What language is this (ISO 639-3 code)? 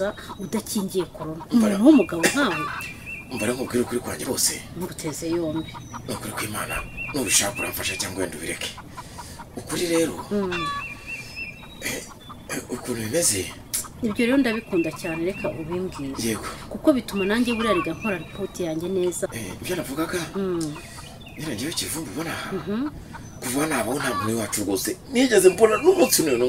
kin